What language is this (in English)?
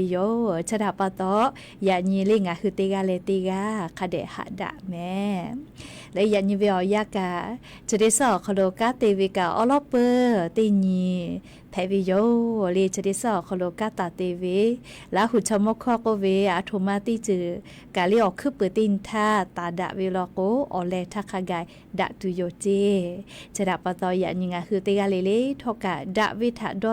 Lahu